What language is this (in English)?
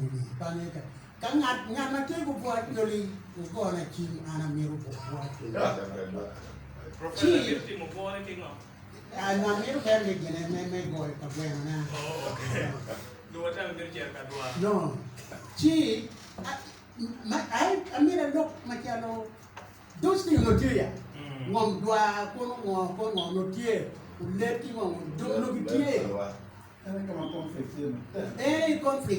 Acoli